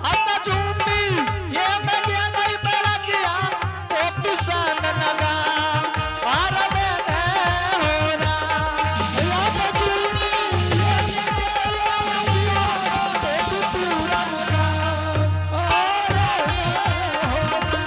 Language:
Angika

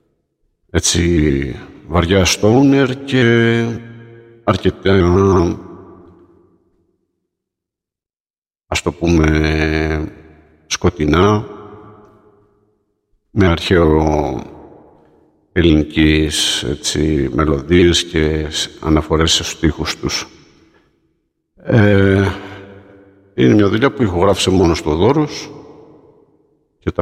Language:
Greek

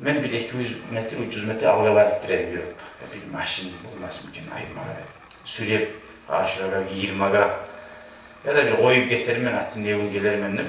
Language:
Kumyk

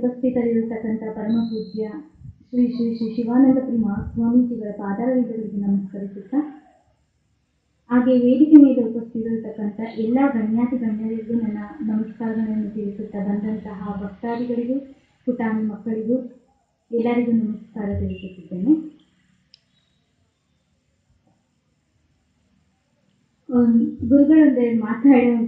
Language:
Kannada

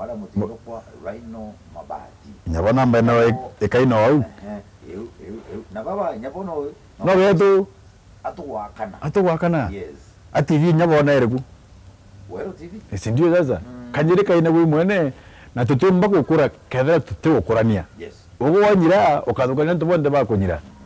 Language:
Meru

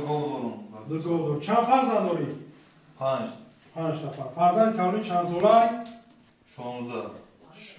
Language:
Tajik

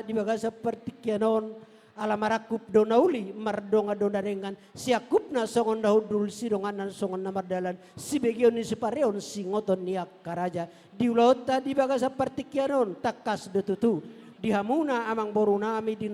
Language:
Batak Toba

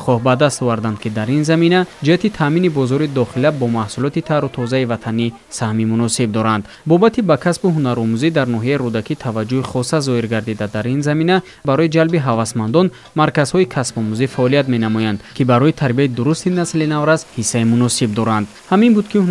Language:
Tajik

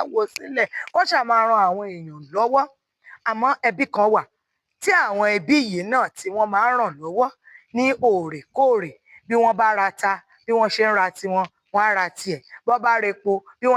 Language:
Yoruba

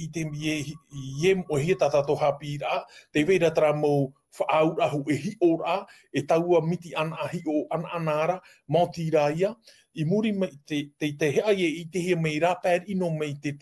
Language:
Tahitian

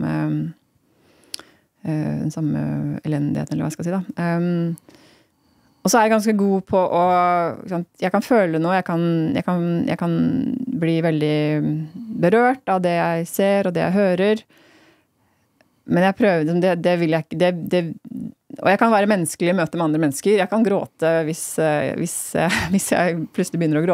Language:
Norwegian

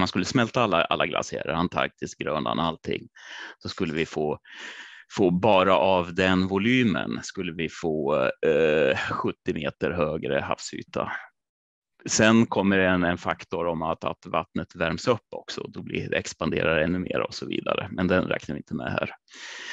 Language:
Swedish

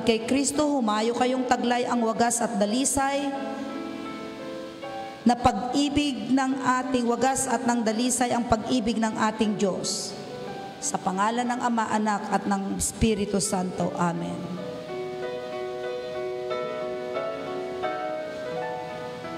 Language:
Filipino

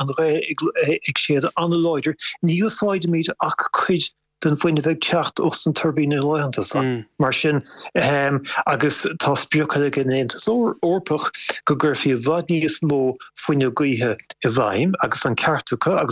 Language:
Irish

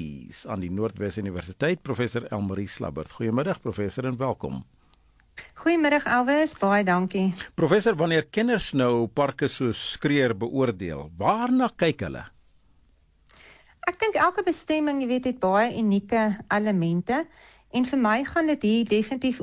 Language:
Afrikaans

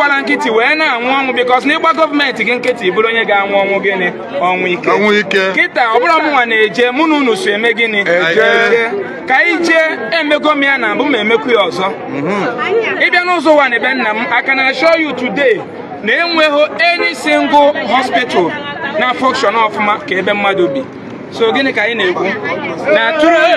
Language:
Igbo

